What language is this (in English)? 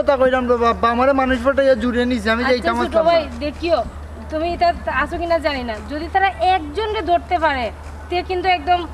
Sylheti